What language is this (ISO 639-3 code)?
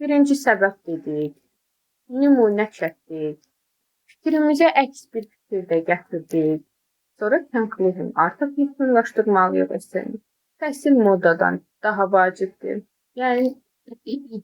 aze